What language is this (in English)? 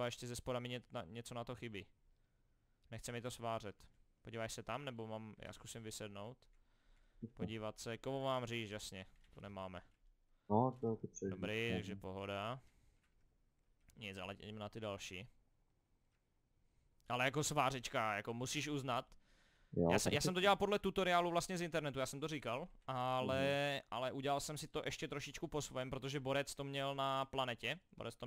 Czech